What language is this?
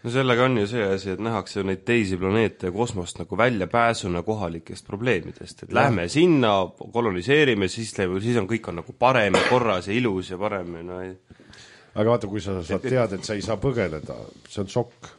Estonian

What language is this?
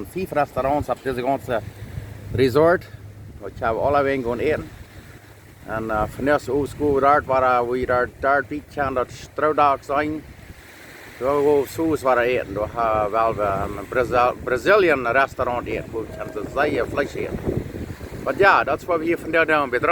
Plautdietsch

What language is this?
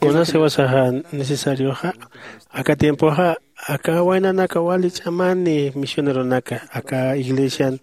Aymara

